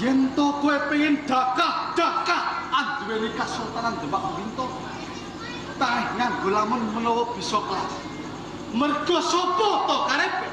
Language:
Javanese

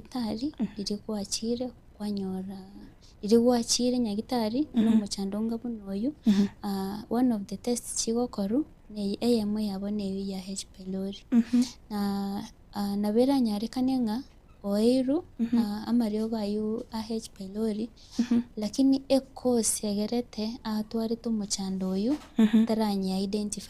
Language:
Gusii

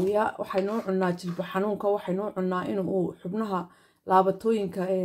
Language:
Somali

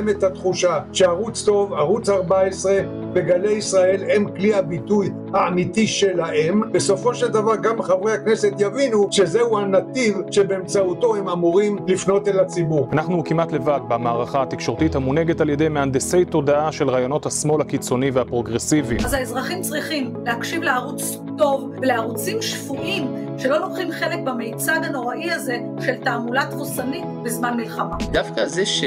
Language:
Hebrew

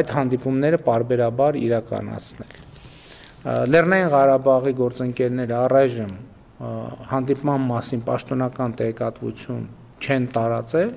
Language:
Armenian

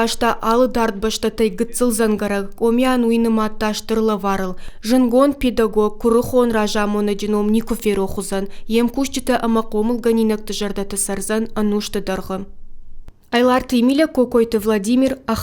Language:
Ossetic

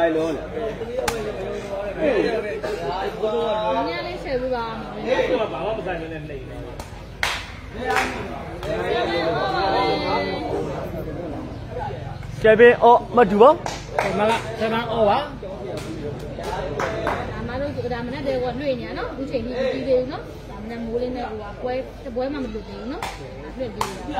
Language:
Burmese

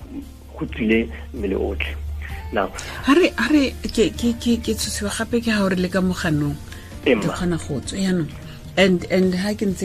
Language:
Tswana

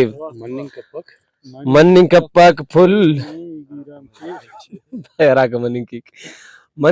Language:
Brahui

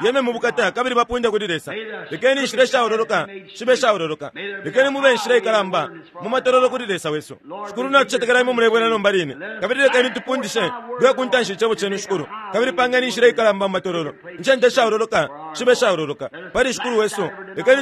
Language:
Bemba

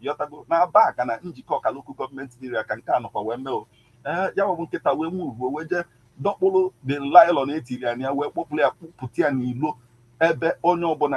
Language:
Igbo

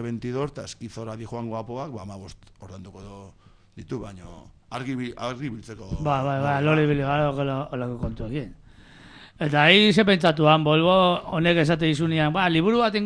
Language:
Basque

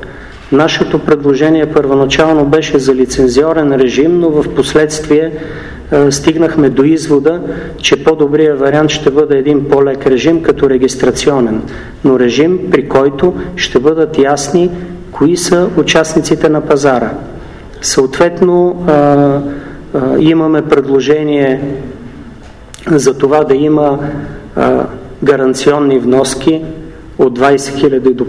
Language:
Bulgarian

